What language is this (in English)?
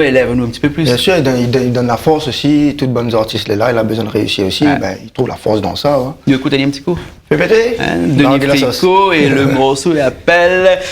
Réunion Creole French